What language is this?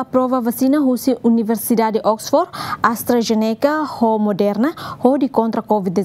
Tetum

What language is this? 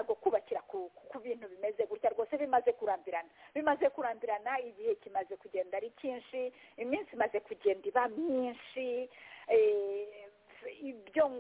Kinyarwanda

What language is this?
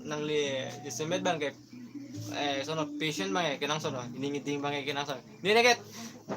Karbi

